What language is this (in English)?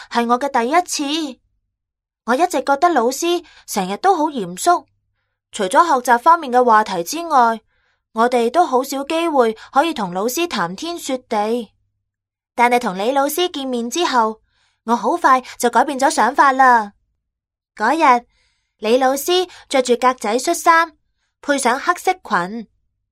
Cantonese